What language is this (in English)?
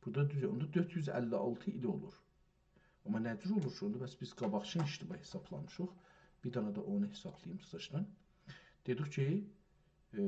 South Azerbaijani